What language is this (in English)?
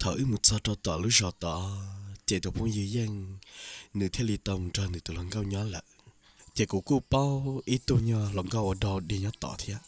Hmong